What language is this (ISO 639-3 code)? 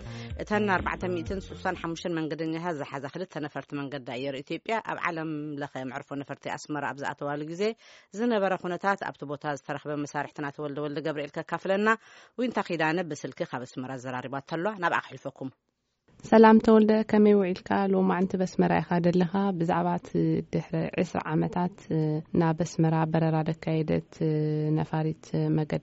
tir